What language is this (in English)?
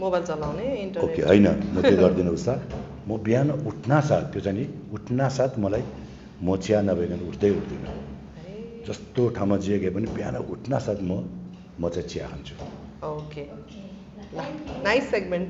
Nepali